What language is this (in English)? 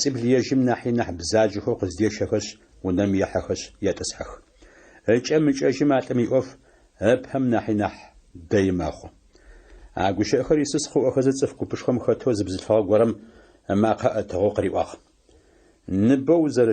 Adyghe